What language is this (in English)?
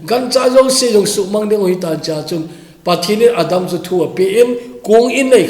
Thado Chin